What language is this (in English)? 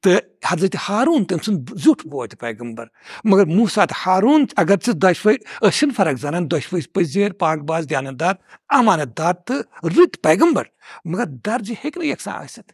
Kashmiri